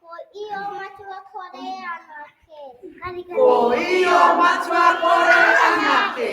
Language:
Māori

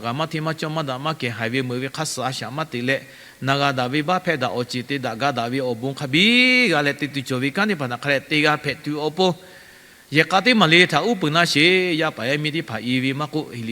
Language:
Lahu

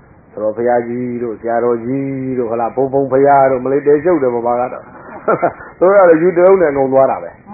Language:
Burmese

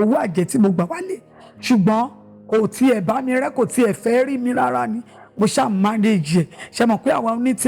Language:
Yoruba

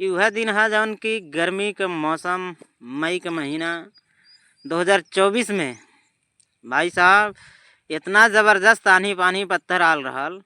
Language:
Bhojpuri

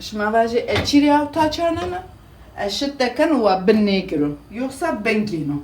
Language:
Zaza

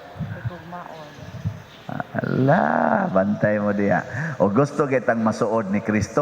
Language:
Cebuano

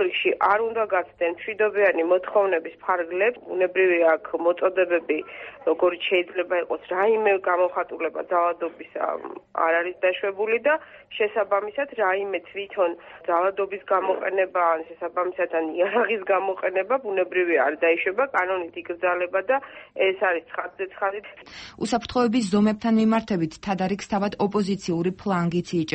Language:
Georgian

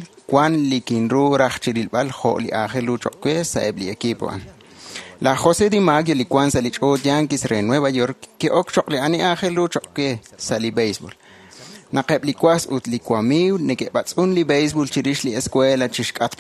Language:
Kekchí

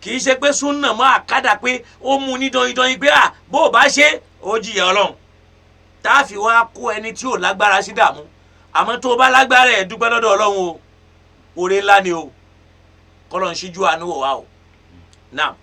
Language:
Yoruba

